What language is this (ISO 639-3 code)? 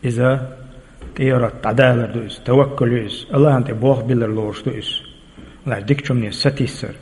che